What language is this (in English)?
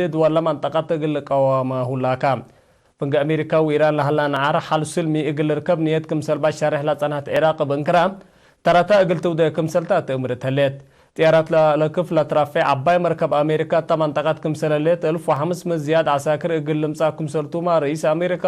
Tigre